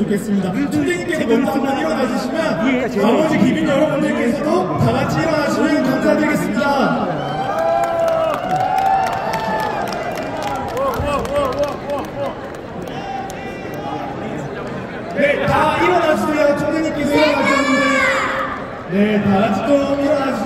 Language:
Korean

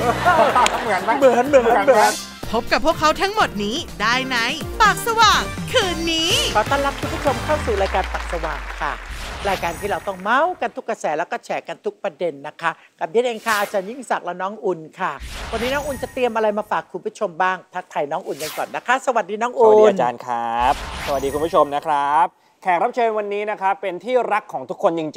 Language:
Thai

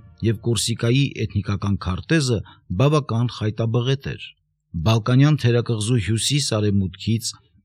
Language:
Armenian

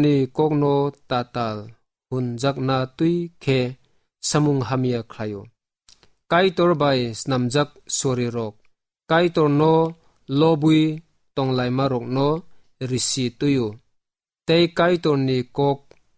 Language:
Kok Borok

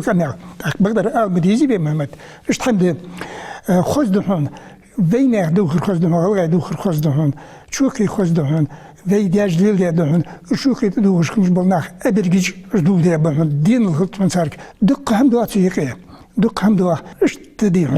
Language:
Ingush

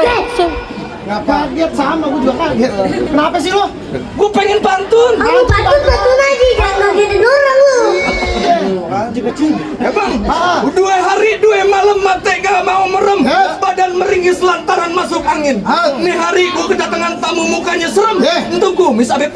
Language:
Betawi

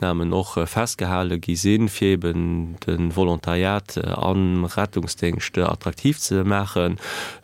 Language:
Luxembourgish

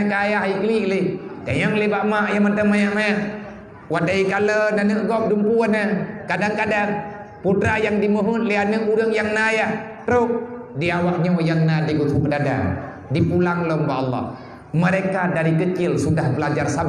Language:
Achinese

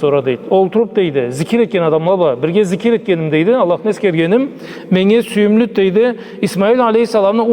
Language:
Karachay-Balkar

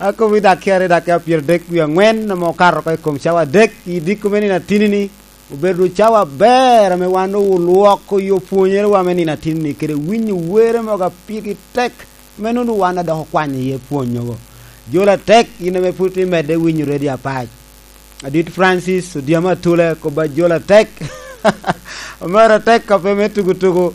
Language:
Lango (Uganda)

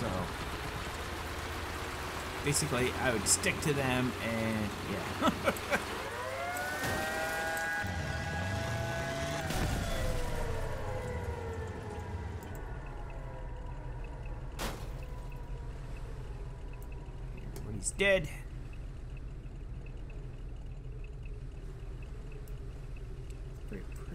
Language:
English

